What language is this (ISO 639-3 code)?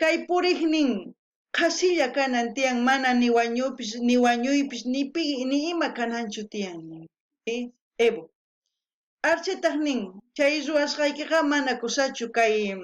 quh